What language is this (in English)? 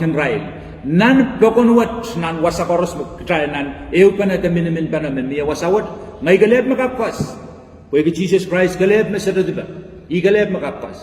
Pohnpeian